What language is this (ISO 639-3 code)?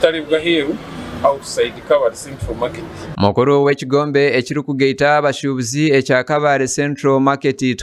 nyn